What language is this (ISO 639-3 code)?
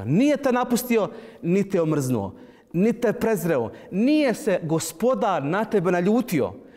bos